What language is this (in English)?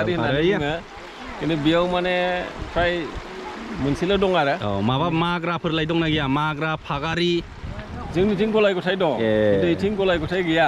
Bodo